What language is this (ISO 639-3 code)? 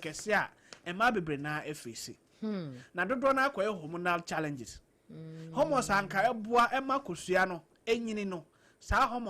aka